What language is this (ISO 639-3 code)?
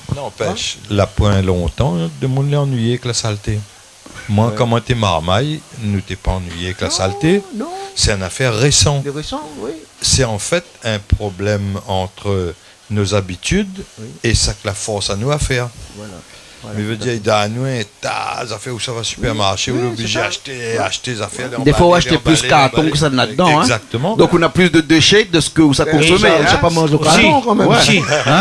rcf